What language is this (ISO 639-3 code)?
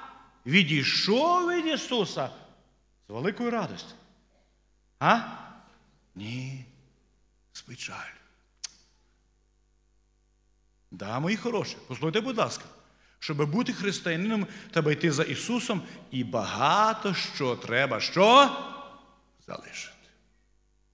ukr